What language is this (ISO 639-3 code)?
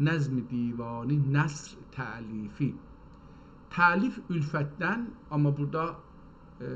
azb